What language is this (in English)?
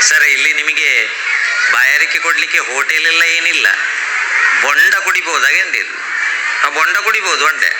Tulu